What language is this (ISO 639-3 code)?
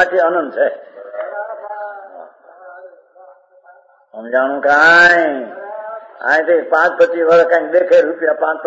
guj